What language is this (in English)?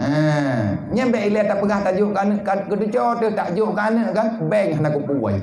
Achinese